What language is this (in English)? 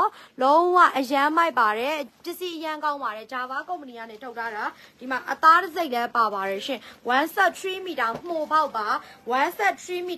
Burmese